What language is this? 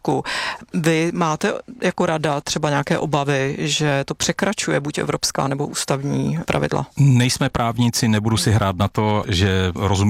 Czech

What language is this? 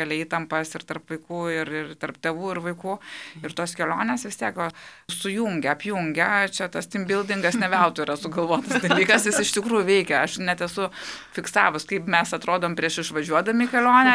Lithuanian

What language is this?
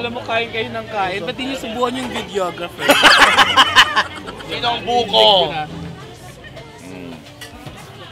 Filipino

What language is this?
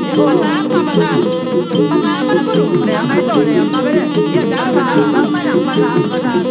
Batak Toba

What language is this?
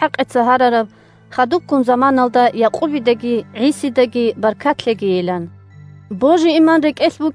Avaric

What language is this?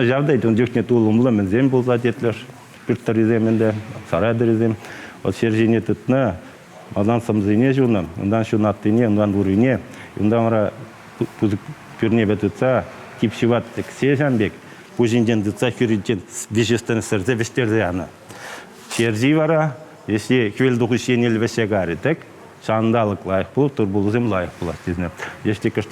Chuvash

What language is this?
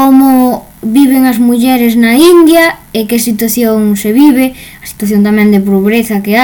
Galician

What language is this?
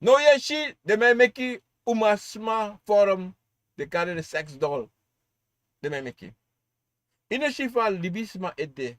Sranan Tongo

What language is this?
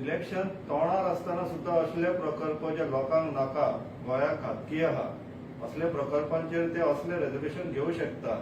Konkani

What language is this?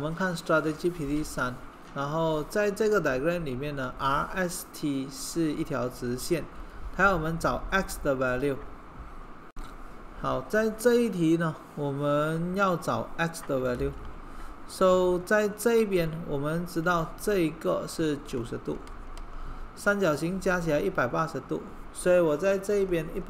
Chinese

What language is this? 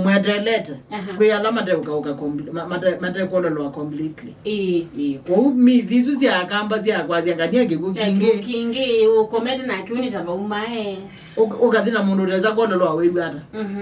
Kamba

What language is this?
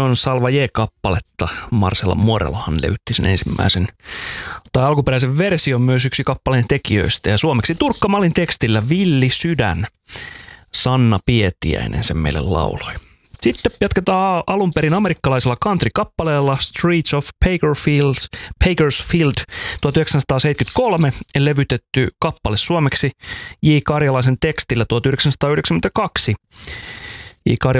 Finnish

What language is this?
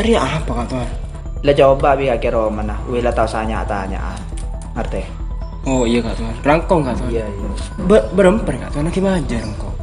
Madurese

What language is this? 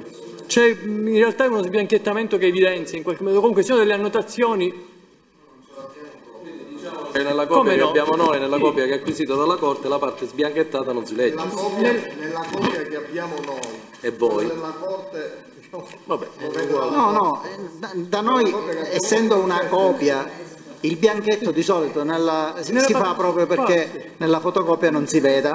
Italian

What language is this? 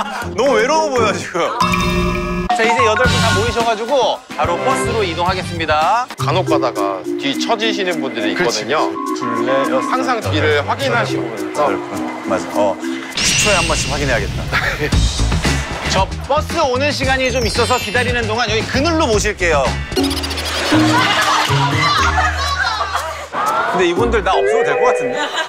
Korean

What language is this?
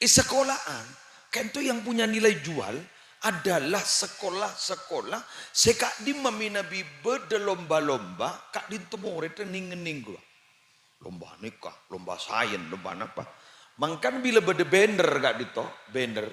Madurese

